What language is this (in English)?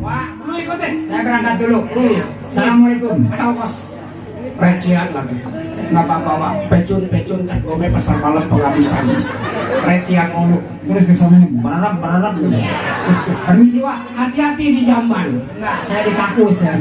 Betawi